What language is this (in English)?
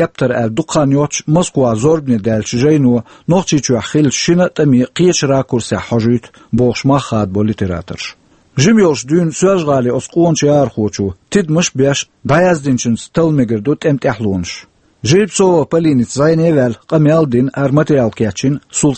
Chechen